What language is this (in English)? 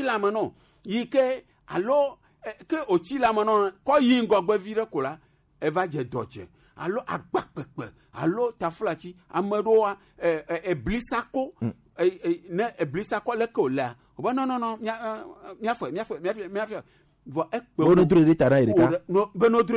Gen